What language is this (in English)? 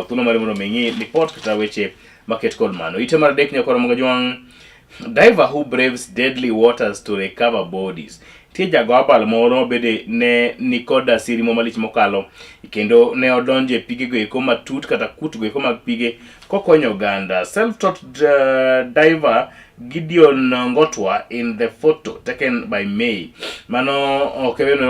Luo (Kenya and Tanzania)